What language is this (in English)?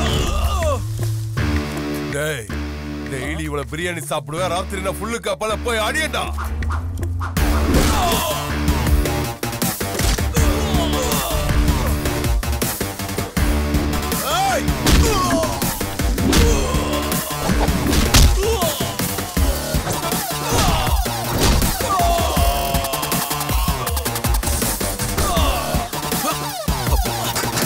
Tamil